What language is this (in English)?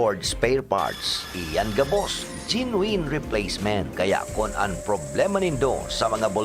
Bikol